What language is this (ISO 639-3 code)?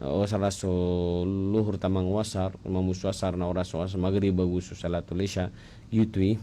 mrw